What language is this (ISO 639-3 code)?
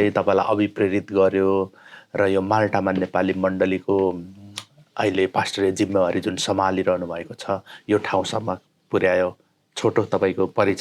nep